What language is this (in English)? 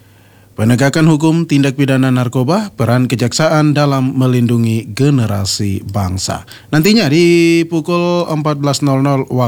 Indonesian